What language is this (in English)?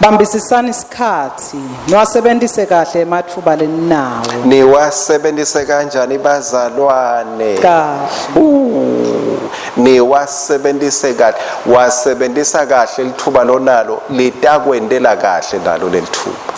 Swati